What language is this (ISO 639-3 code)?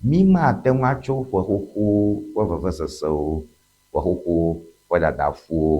ewe